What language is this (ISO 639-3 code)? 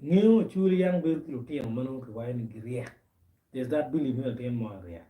ach